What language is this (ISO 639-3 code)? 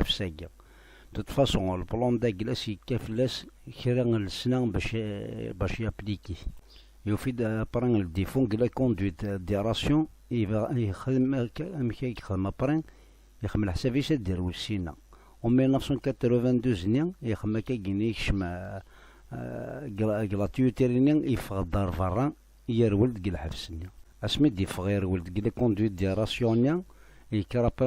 kab